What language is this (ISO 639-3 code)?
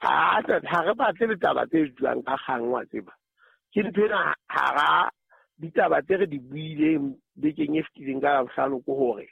sot